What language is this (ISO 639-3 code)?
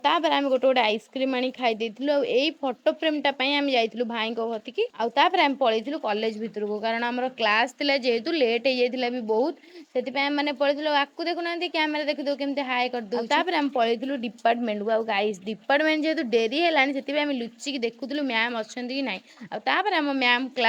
ori